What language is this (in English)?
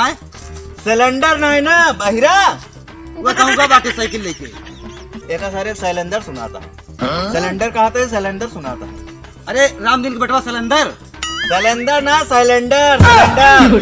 Awadhi